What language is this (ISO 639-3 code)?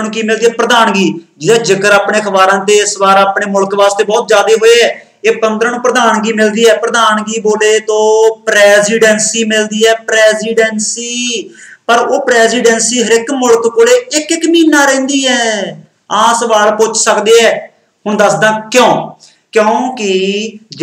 pan